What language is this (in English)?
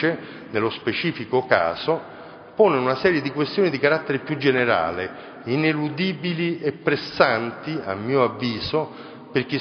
Italian